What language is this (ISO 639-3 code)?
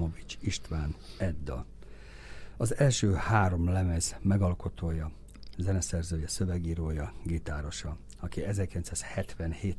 hun